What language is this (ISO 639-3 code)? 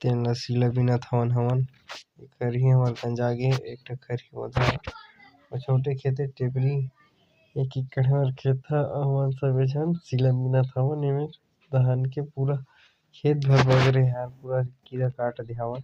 hne